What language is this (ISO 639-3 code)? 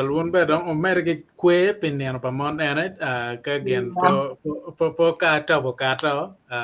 ach